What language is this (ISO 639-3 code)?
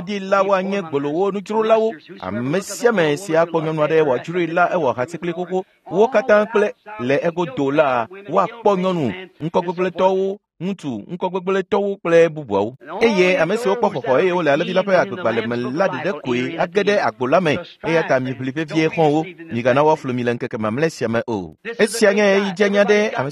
ewe